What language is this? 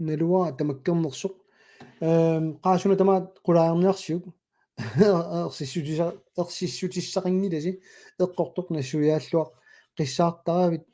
Kalaallisut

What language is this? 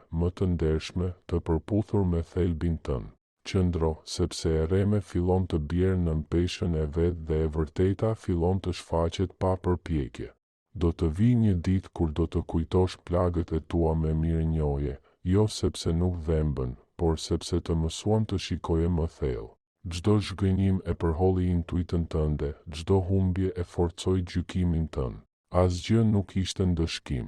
Albanian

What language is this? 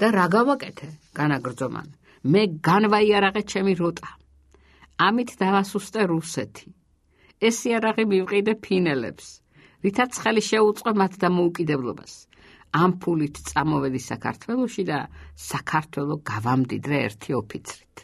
Georgian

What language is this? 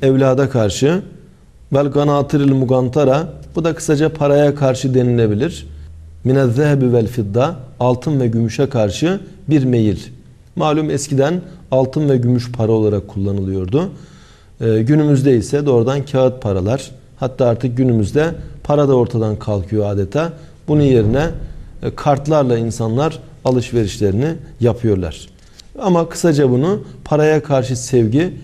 Turkish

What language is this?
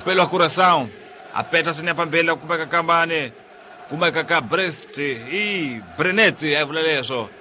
Tsonga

